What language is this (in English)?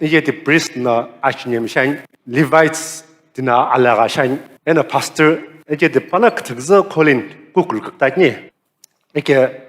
Sumi Naga